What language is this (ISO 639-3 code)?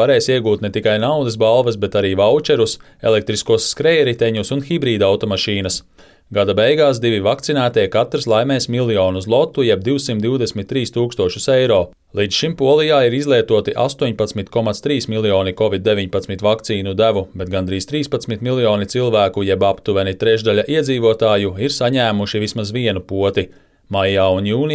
lav